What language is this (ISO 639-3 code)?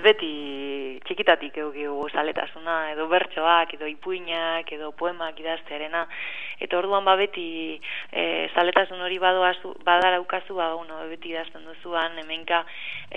eus